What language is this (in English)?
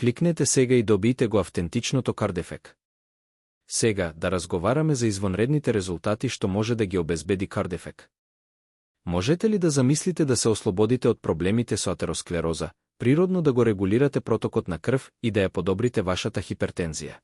Macedonian